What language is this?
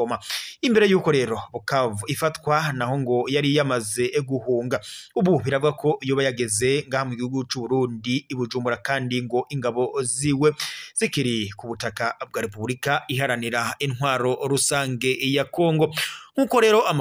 Rundi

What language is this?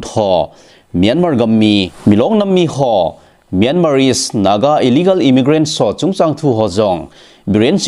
Thado Chin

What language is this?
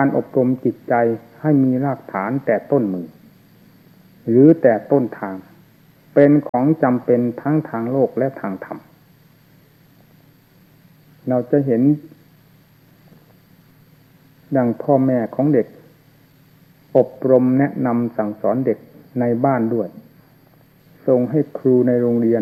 Thai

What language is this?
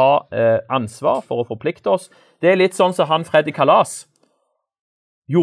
Norwegian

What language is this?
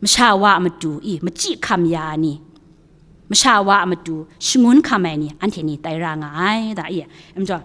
Kachin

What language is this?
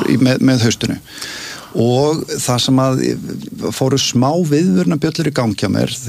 Icelandic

